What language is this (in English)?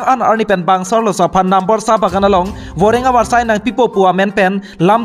Karbi